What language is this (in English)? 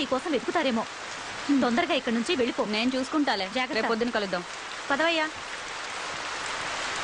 Telugu